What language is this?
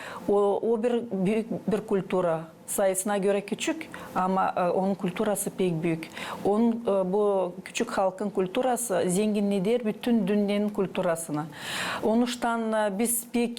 Gagauz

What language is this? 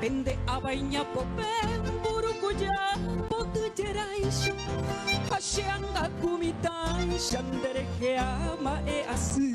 Guarani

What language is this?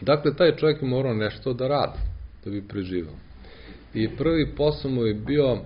Serbian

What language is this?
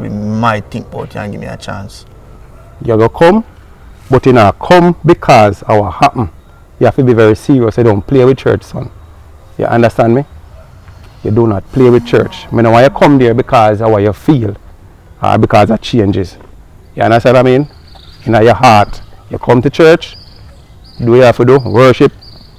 Jamaican Creole English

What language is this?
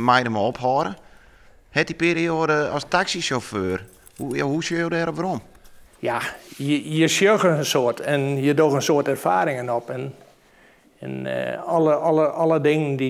Western Frisian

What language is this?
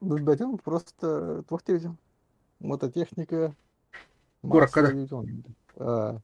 Yakut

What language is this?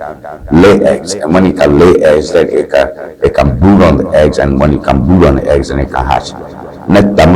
Ewe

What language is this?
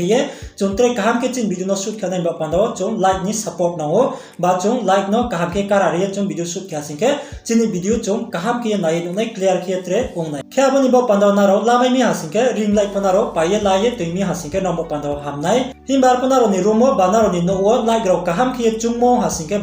Riang (India)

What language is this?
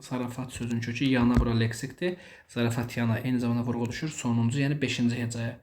Azerbaijani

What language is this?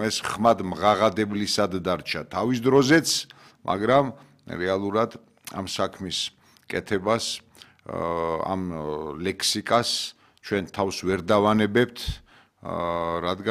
Georgian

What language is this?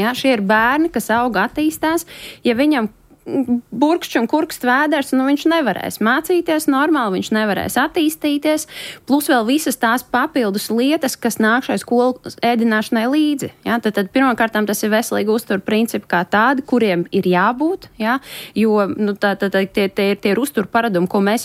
Latvian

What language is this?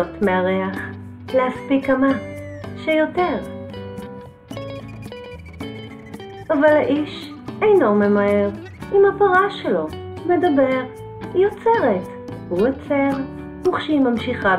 Hebrew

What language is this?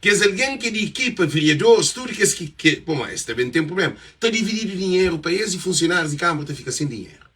Kabuverdianu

